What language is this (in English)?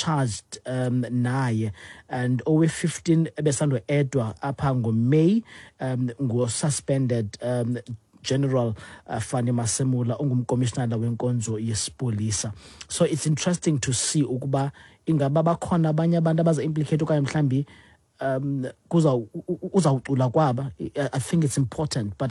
Xhosa